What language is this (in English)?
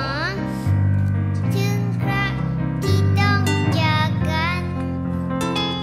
Thai